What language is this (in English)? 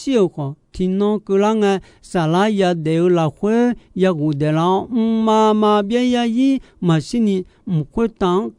Akha